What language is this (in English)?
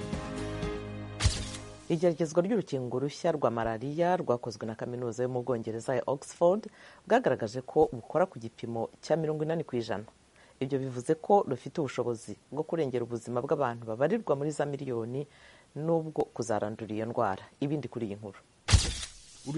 Kinyarwanda